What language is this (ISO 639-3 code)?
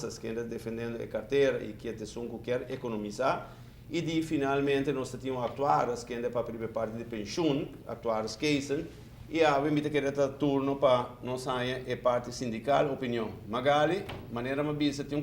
pap